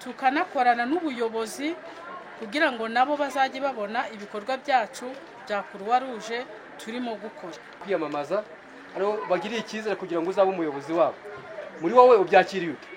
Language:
Kinyarwanda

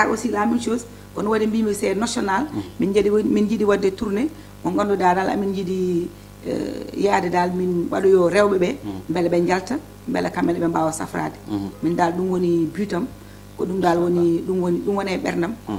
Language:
Fula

